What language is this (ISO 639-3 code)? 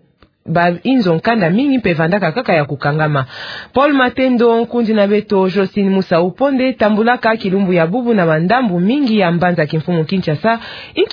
ktu